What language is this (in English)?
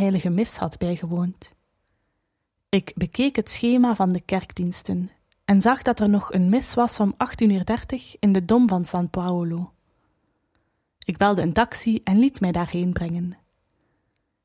Dutch